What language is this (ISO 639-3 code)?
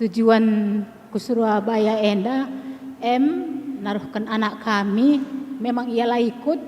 btx